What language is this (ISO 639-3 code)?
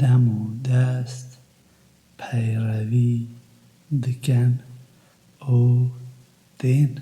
kur